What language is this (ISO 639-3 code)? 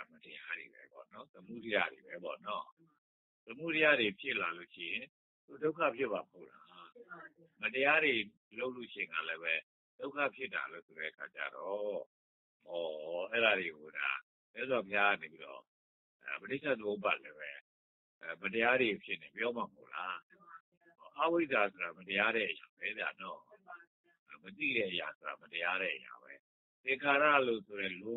mya